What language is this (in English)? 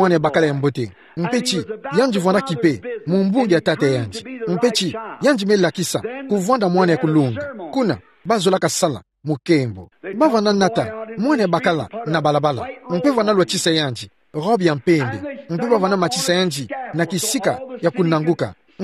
Kituba (Democratic Republic of Congo)